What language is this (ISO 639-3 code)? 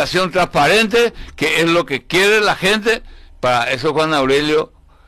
spa